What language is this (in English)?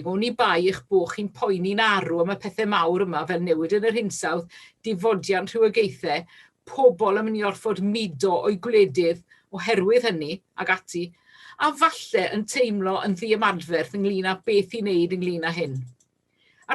Welsh